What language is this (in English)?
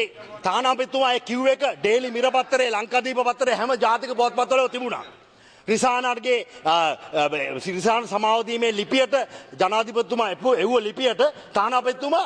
Sinhala